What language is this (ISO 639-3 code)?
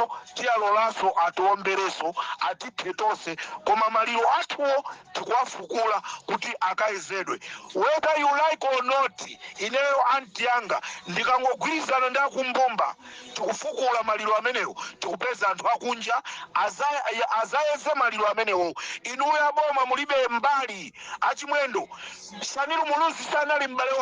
nya